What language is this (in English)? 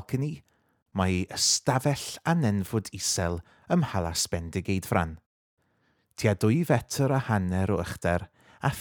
Welsh